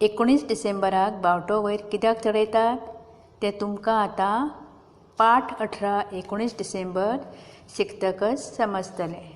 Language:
Konkani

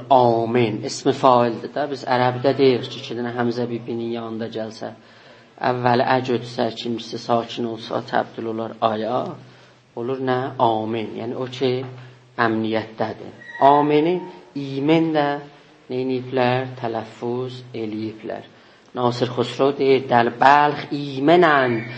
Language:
South Azerbaijani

